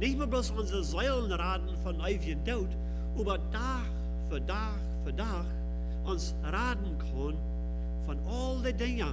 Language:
Plautdietsch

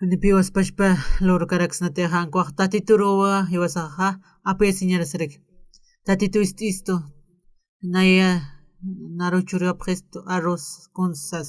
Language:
Aymara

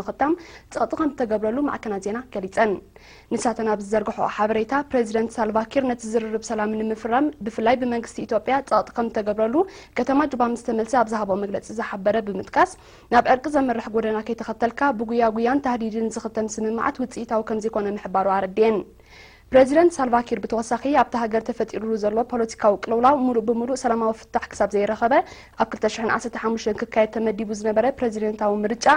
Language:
Tigrinya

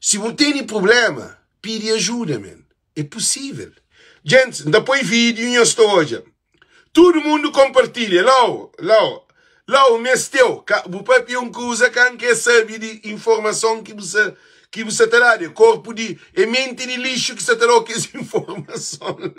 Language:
Kabuverdianu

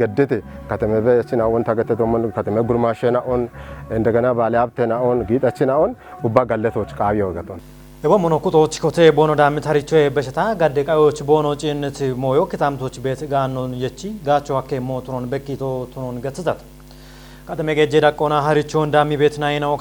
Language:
Kafa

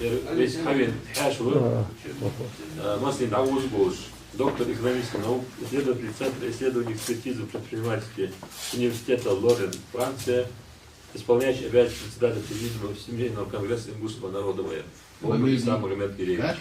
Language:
Ingush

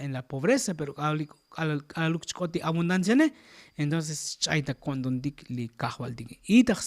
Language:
Tzotzil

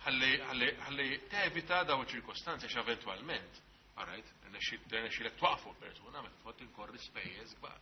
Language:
Maltese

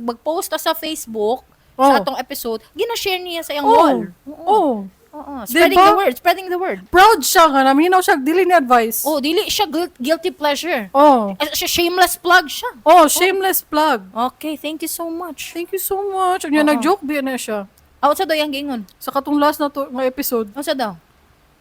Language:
Cebuano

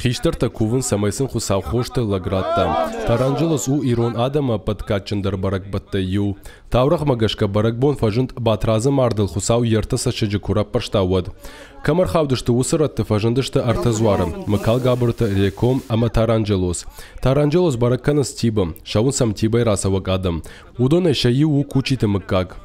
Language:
Ossetic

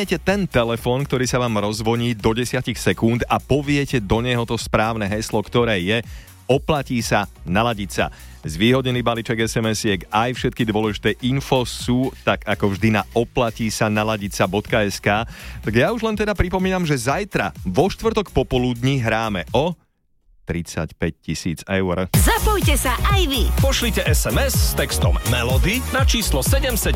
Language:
Slovak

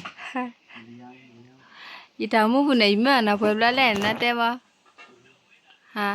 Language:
S'gaw Karen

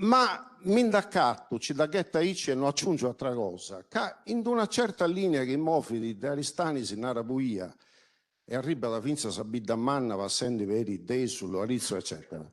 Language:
Sardinian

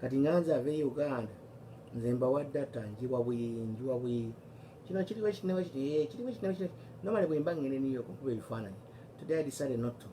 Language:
Ganda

